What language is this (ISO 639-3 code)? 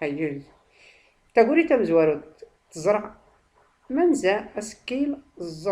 shi